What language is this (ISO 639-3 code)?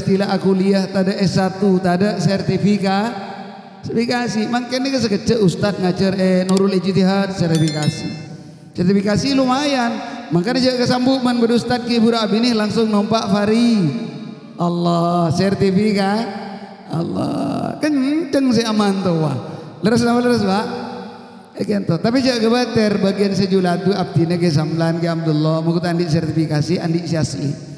mad